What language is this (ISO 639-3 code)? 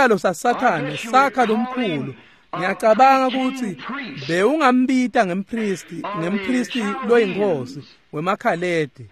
ssw